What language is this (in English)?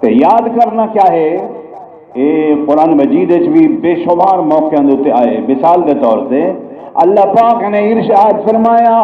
Saraiki